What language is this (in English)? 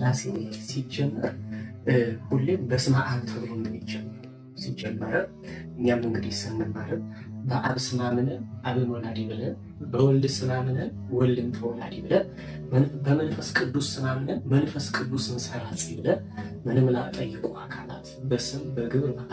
Amharic